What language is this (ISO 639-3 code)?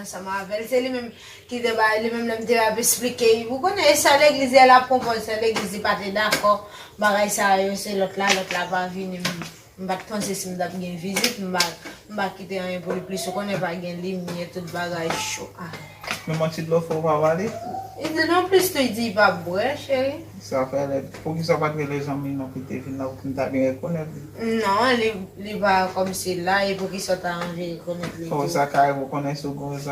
hat